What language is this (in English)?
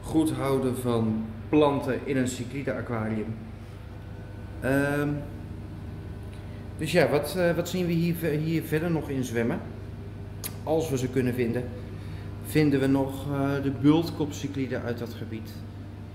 Dutch